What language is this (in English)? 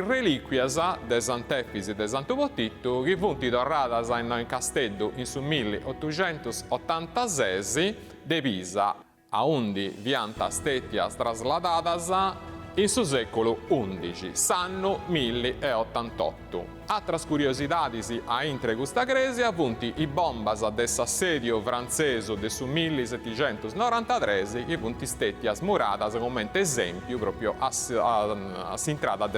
Sardinian